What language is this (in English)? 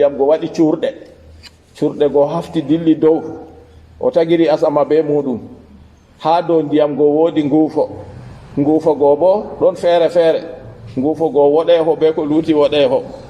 Fula